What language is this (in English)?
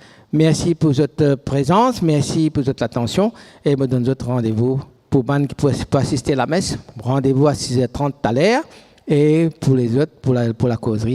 Morisyen